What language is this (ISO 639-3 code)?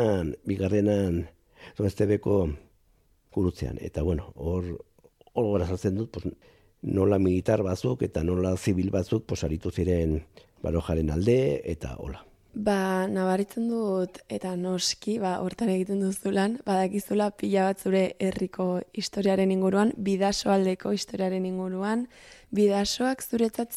eus